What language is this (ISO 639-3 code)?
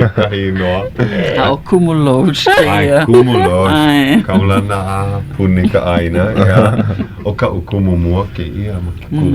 haw